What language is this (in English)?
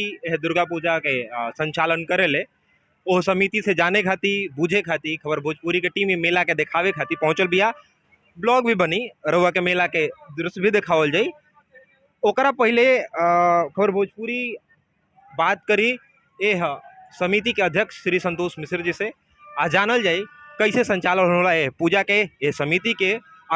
Bhojpuri